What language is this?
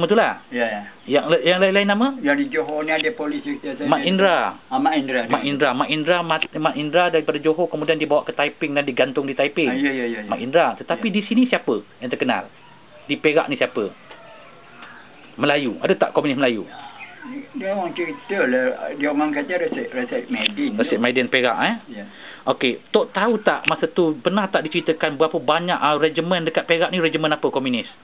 Malay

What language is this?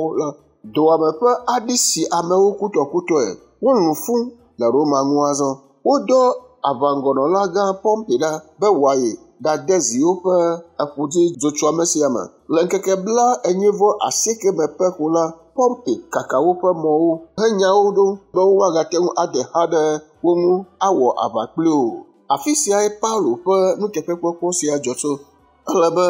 Ewe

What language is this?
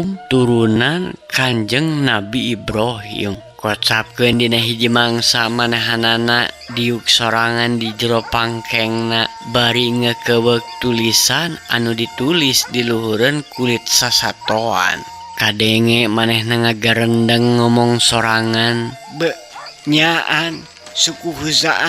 Sundanese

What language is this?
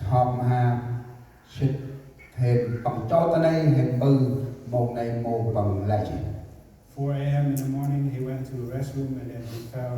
Central Mnong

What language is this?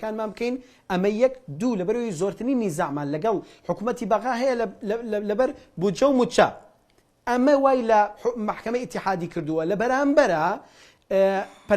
Central Kurdish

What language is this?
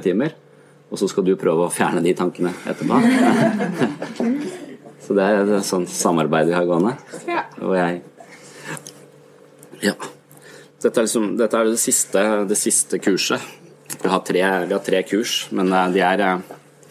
Norwegian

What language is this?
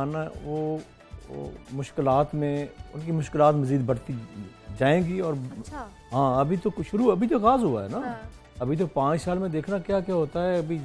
Urdu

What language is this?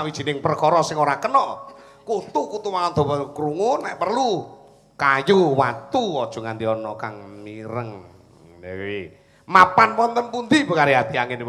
Javanese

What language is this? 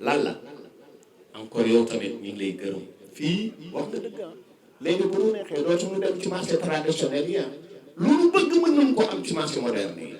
Wolof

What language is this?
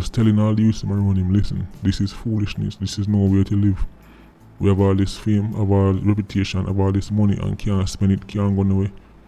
Jamaican Creole English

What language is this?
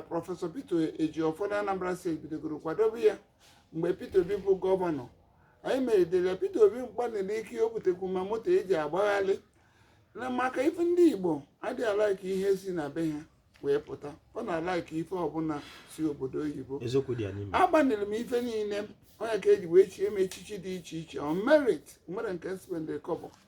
Igbo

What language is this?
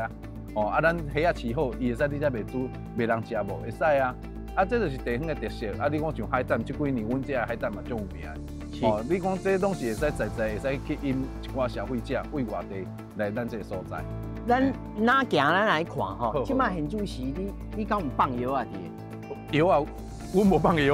Min Nan Chinese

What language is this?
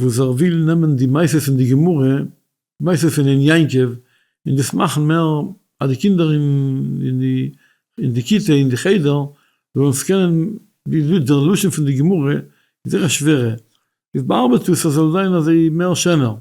Yiddish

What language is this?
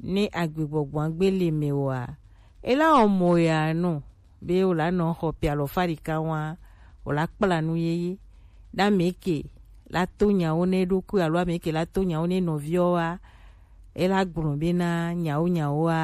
Gen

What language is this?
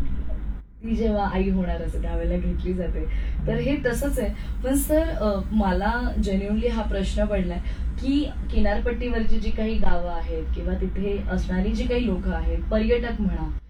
Marathi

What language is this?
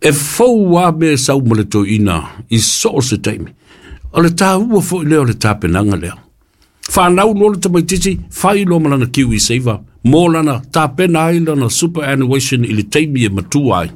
Samoan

